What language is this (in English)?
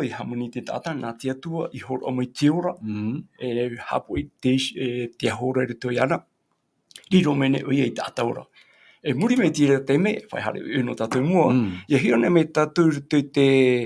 Tahitian